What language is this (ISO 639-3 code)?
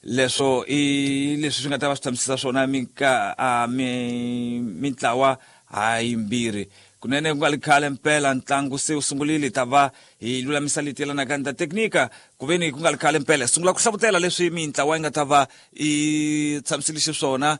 tso